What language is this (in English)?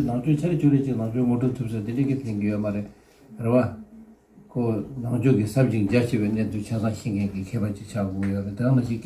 Tibetan